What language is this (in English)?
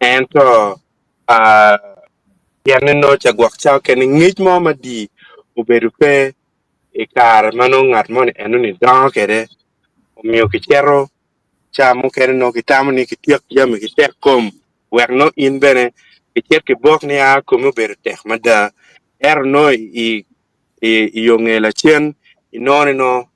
Acoli